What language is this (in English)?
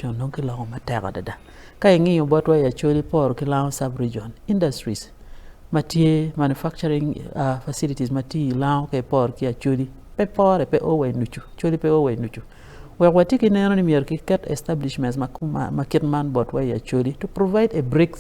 Acoli